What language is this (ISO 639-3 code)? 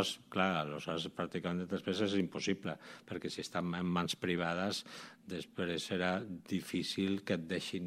cat